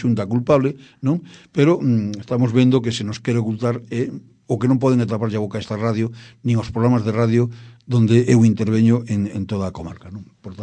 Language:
Galician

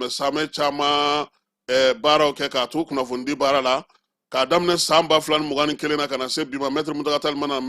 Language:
Bambara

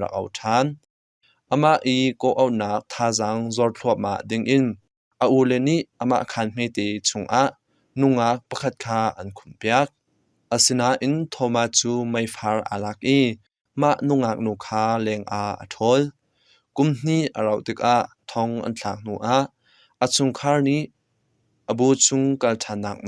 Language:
Hakha Chin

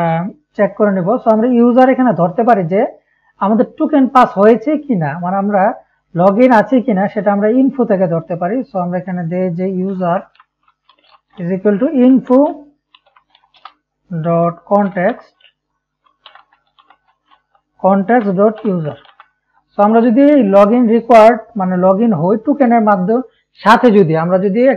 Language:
Bangla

